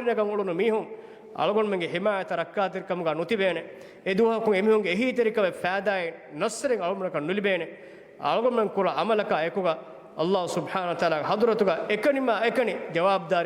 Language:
Divehi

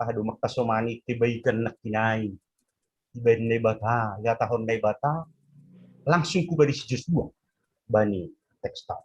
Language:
Batak Simalungun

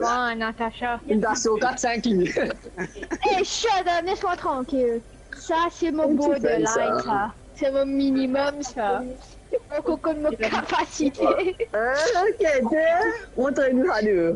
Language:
Morisyen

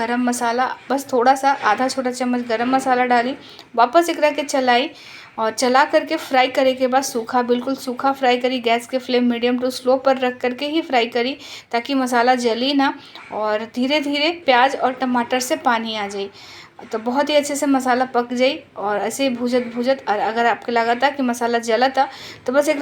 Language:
Bhojpuri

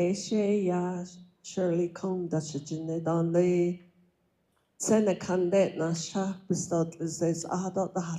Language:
Navajo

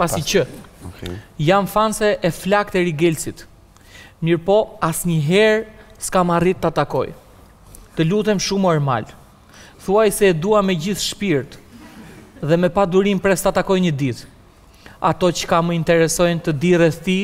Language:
Albanian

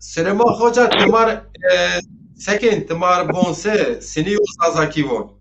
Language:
Zaza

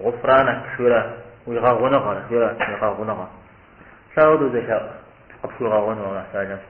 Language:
Kabardian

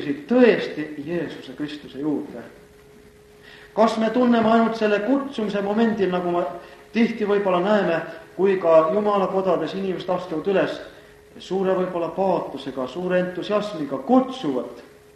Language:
Estonian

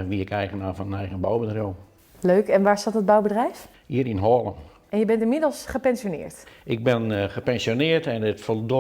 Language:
Western Frisian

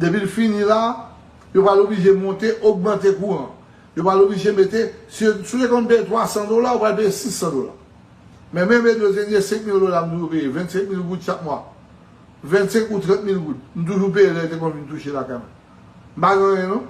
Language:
Haitian Creole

